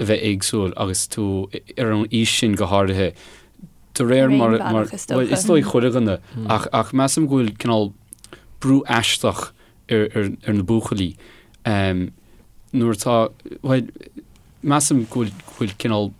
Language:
Irish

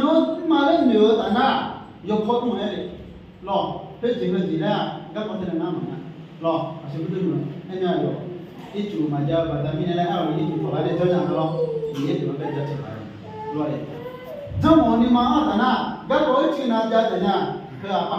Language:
Akha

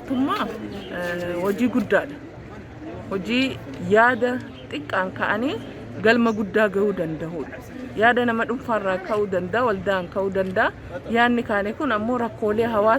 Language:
Oromo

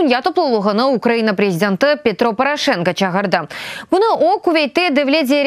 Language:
Crimean Tatar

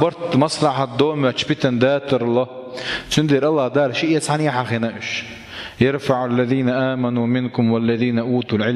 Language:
Chechen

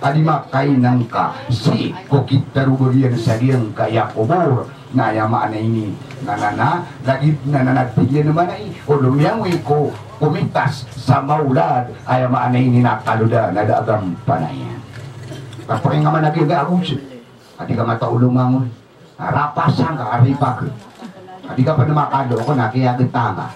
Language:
Maranao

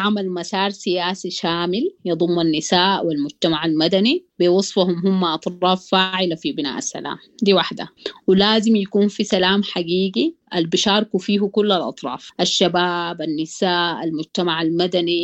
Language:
Sudanese Arabic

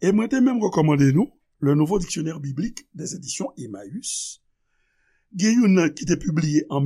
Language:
Haitian Creole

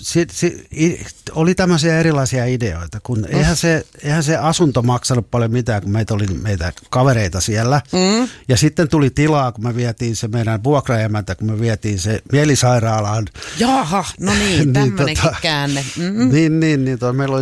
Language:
Finnish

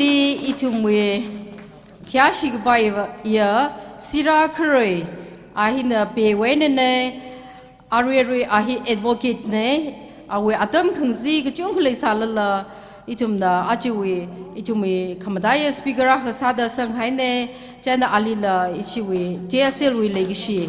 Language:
Tangkhul Naga (India)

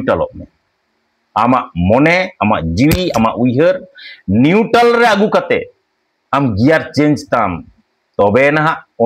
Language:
Santali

